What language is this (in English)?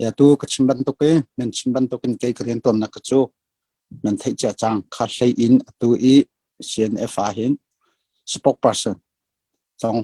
Hakha Chin